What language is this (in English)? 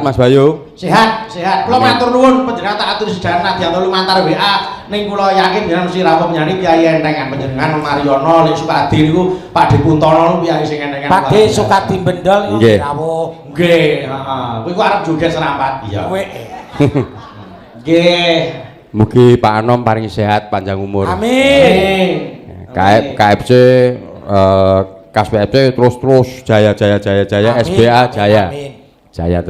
Javanese